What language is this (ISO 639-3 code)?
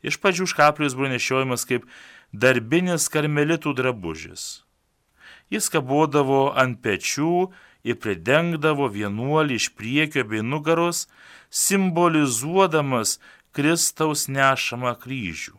lit